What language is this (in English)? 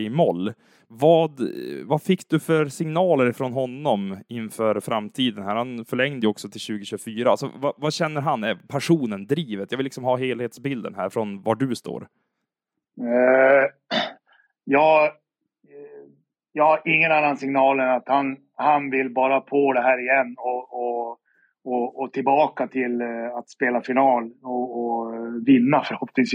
Swedish